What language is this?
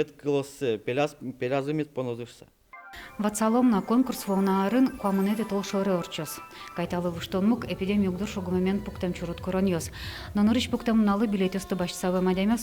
Udmurt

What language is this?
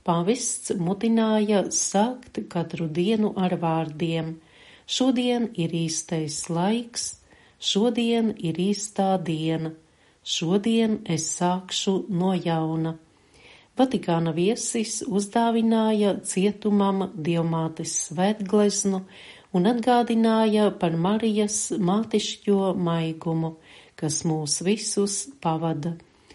Latvian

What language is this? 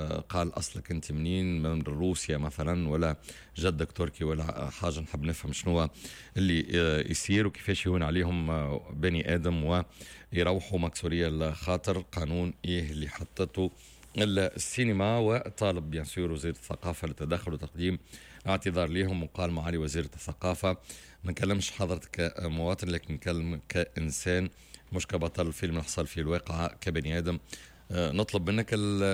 Tunisian Arabic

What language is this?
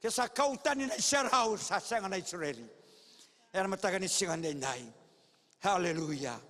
Fijian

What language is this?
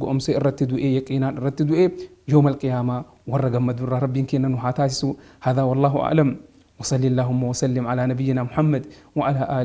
Oromo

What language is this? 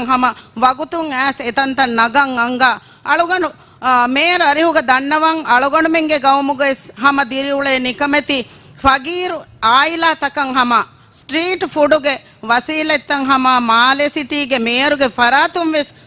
Divehi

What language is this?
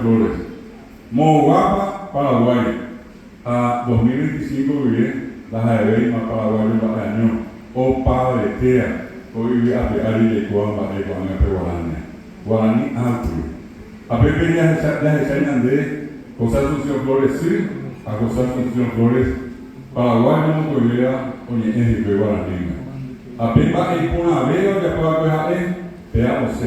Guarani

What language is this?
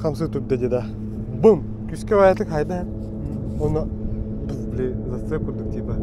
Yakut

